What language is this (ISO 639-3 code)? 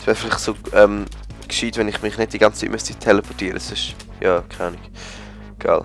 gsw